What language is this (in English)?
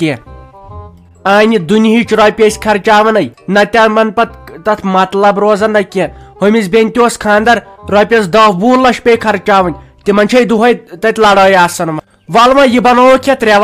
Kashmiri